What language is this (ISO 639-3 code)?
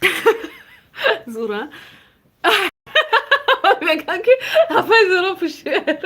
tgk